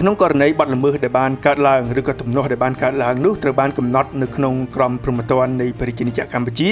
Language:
Khmer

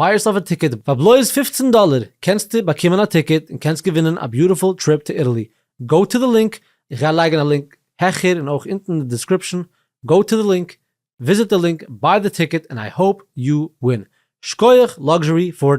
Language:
Yiddish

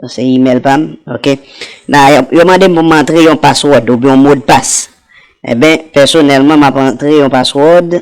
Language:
Haitian Creole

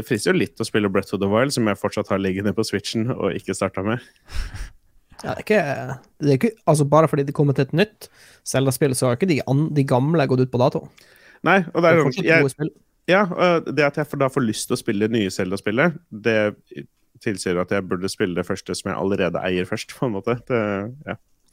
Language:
Norwegian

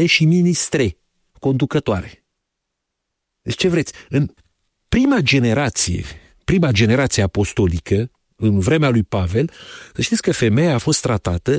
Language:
Romanian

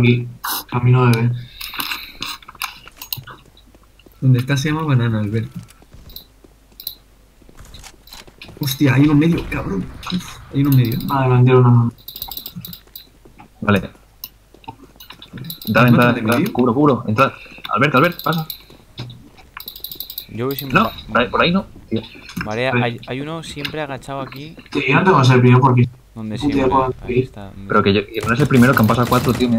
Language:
Spanish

